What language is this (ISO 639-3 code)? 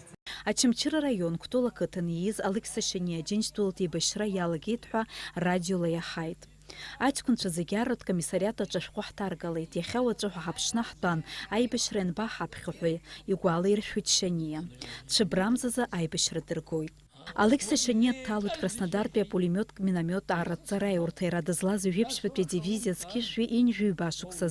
abk